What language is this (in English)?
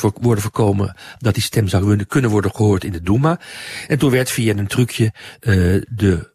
Dutch